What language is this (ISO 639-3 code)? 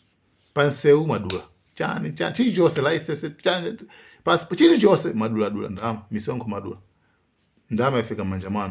nya